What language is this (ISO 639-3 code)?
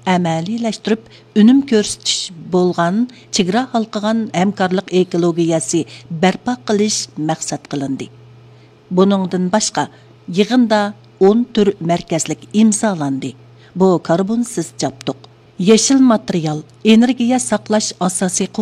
uig